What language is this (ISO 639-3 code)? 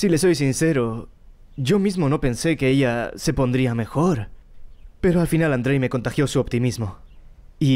spa